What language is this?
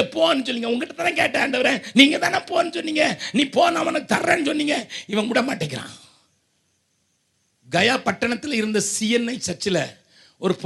Tamil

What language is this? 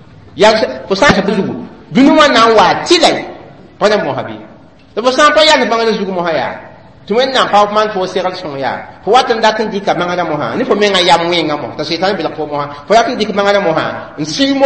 Mossi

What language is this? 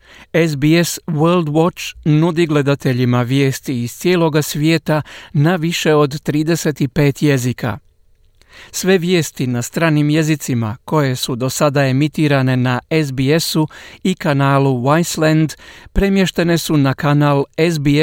Croatian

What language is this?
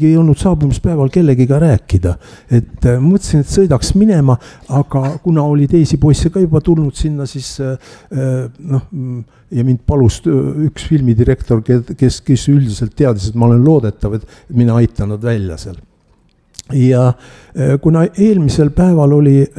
Estonian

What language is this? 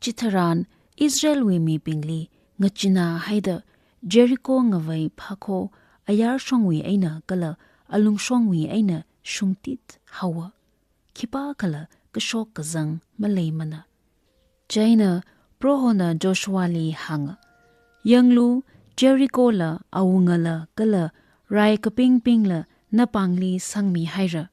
Tangkhul Naga (India)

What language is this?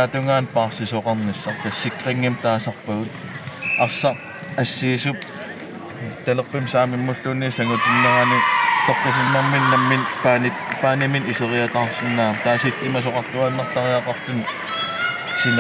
Kalaallisut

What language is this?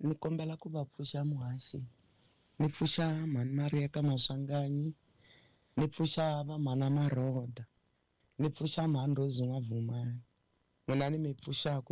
Tsonga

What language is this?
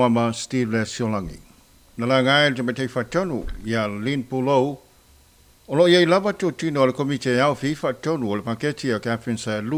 Samoan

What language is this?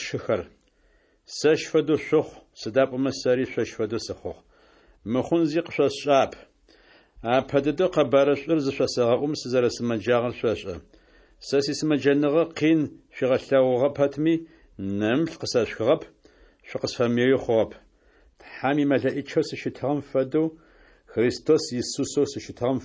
Adyghe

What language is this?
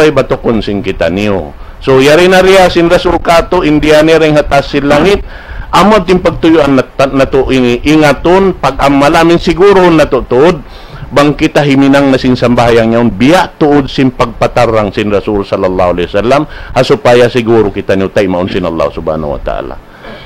Tausug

